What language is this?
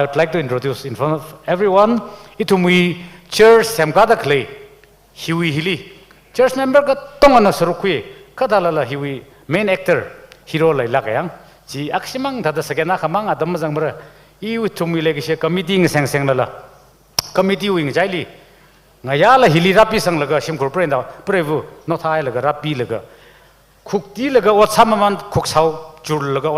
Tangkhul Naga (India)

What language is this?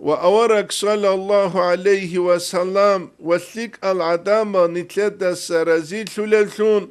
Avaric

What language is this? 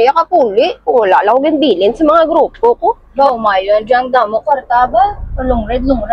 Hiligaynon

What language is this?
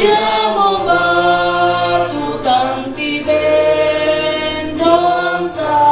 Toraja-Sa'dan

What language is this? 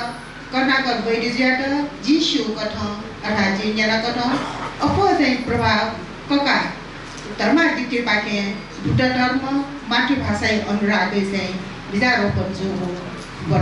Newari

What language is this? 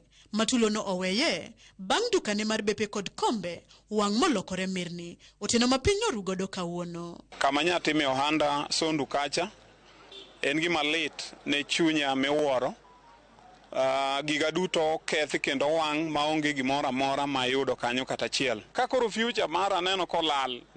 Luo (Kenya and Tanzania)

